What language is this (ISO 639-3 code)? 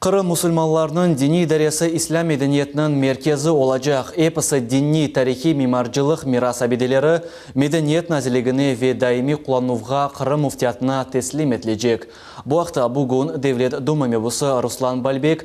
crh